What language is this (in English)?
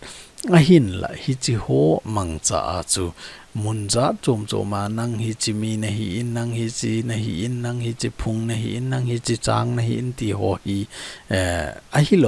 Thado Chin